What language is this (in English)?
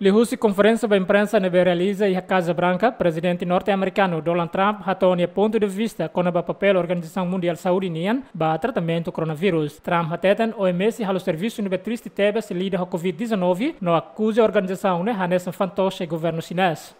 Tetum